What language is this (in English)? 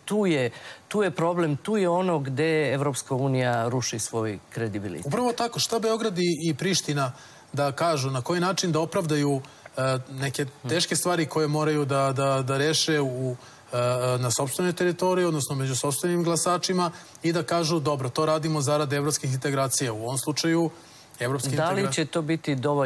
Serbian